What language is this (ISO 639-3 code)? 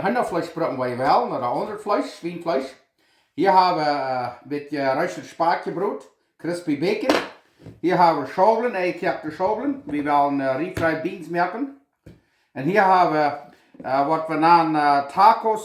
pdt